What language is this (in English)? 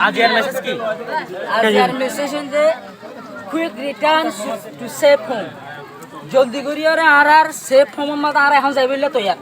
Rohingya